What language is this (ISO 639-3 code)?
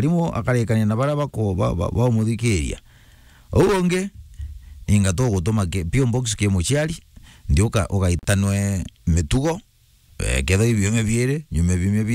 mer